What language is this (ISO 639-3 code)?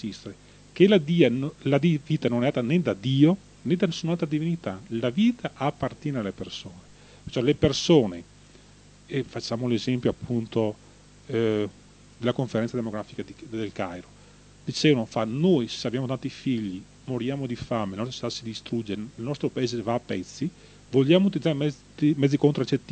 ita